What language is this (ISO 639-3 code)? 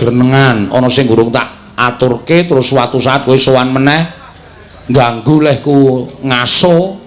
jav